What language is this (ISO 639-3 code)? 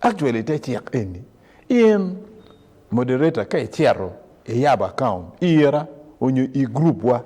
ach